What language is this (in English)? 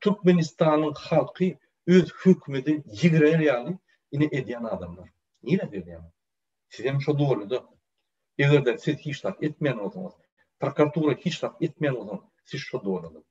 Turkmen